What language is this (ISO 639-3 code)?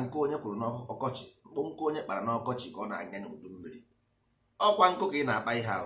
ibo